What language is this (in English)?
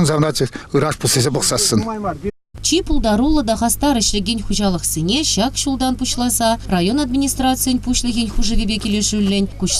Chuvash